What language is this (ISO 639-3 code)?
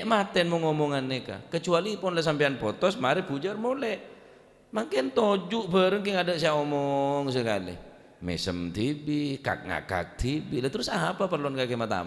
mad